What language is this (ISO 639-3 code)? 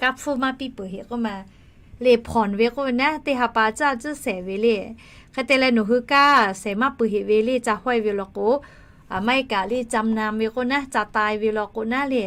lhu